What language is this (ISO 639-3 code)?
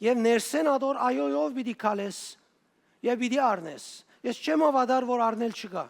hyw